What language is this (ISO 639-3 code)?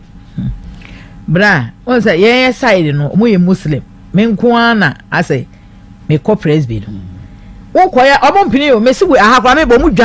aka